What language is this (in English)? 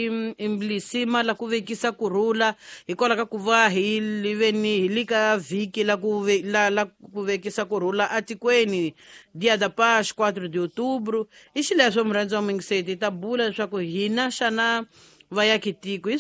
Tsonga